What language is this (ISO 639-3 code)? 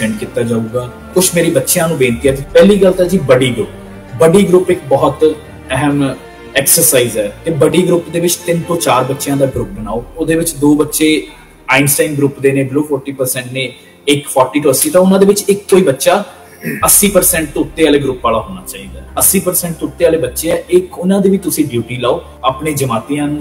pan